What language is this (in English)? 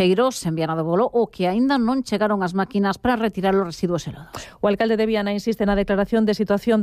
Galician